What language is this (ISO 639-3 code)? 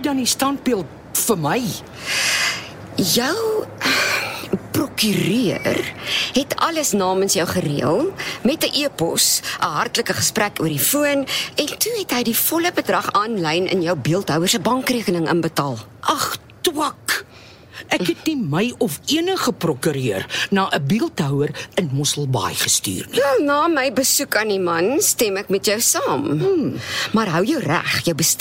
afr